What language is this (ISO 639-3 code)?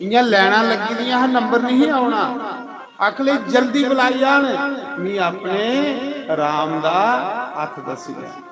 doi